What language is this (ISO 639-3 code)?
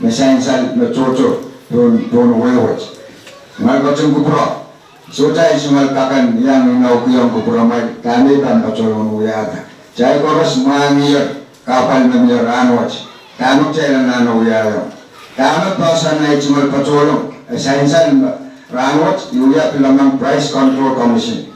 pon